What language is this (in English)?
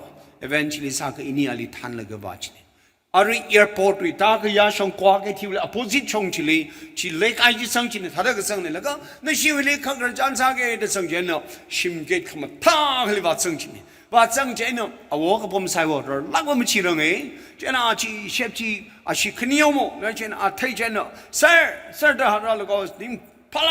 Tangkhul Naga (India)